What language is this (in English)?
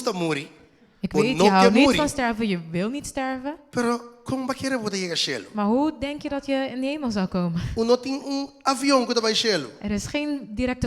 Papiamento